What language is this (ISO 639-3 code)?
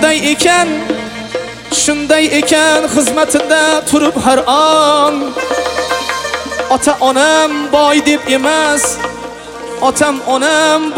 uzb